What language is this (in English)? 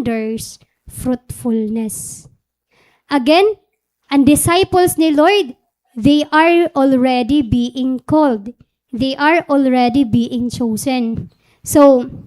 Waray